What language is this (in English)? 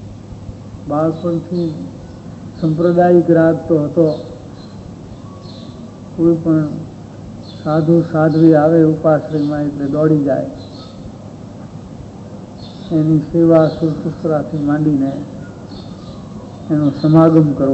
Gujarati